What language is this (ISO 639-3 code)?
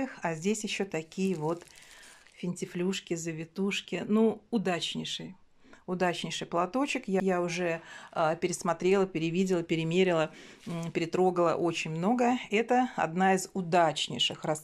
rus